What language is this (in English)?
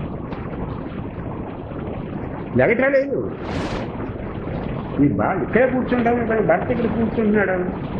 Telugu